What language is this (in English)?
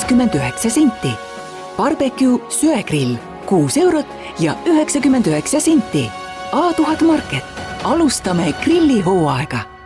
Estonian